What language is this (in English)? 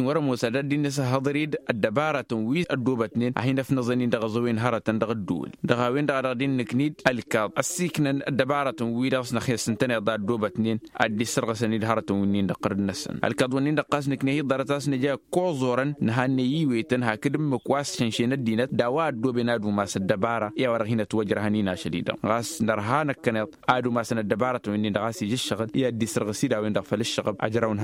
Tamasheq